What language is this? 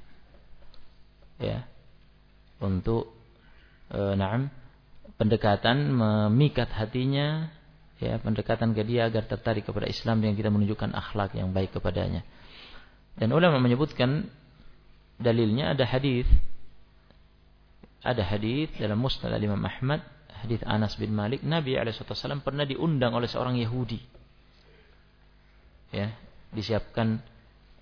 Indonesian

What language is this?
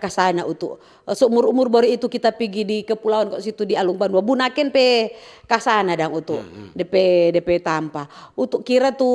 Manado Malay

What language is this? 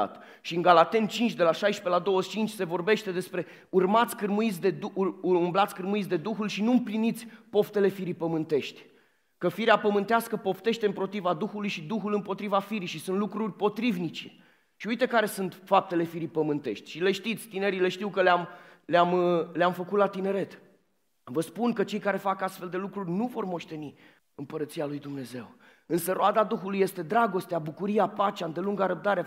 Romanian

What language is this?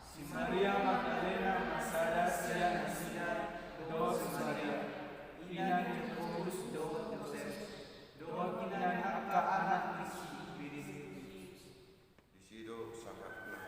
Batak Toba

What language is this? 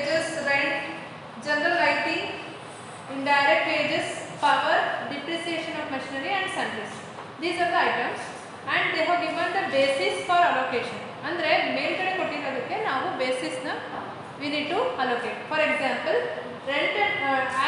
Kannada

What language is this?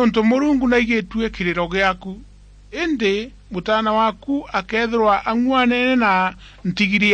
Meru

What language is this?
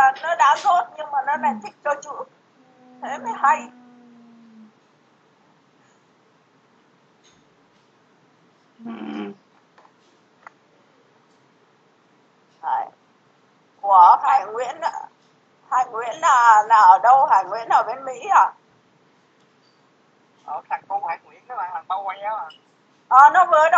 Vietnamese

